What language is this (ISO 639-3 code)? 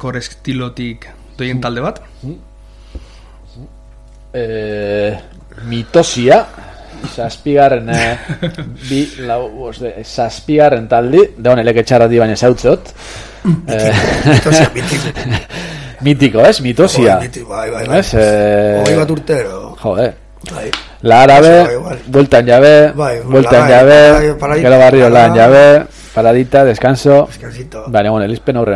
eus